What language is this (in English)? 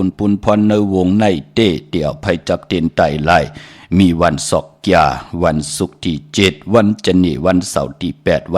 Shan